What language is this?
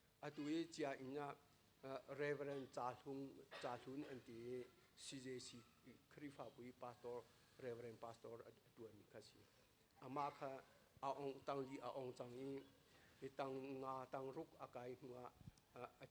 Hakha Chin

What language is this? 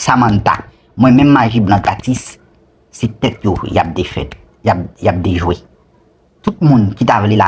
Haitian Creole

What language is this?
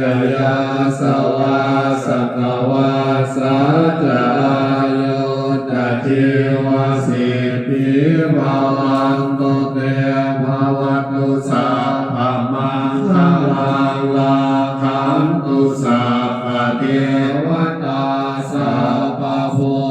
Pali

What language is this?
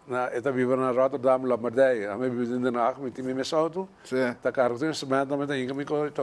Papiamento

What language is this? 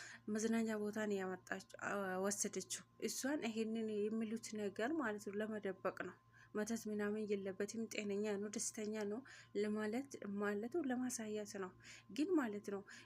Amharic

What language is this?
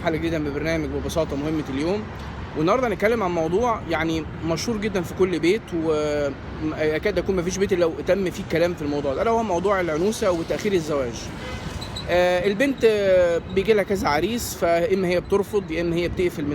Egyptian Arabic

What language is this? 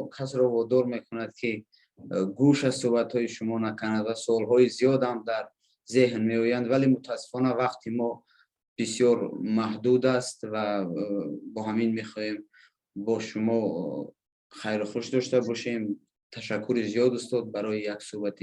Persian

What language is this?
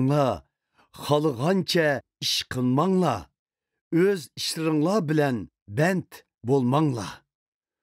Uyghur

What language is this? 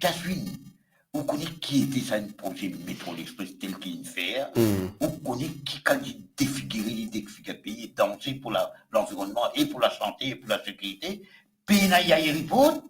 Morisyen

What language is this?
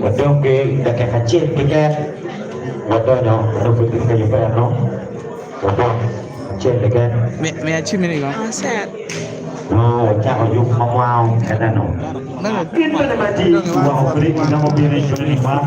Acoli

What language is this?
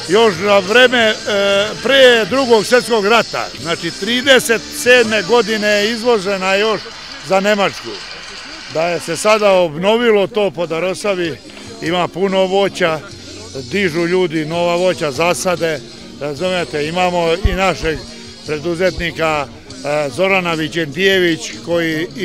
Serbian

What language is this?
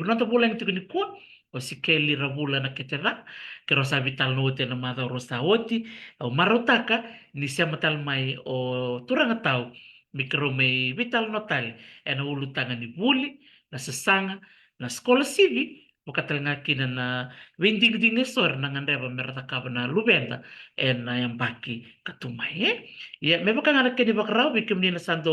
Fijian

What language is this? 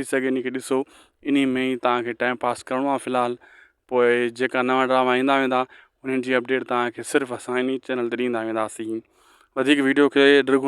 Sindhi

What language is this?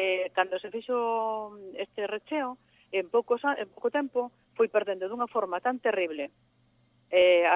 Galician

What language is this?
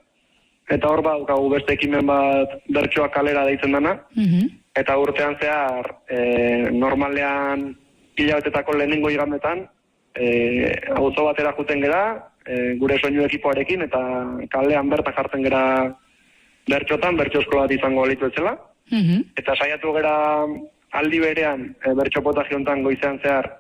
Basque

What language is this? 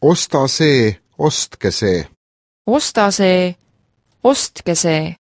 Estonian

